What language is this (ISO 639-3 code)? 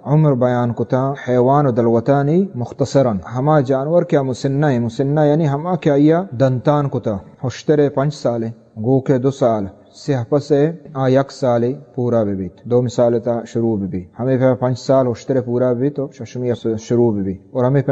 bal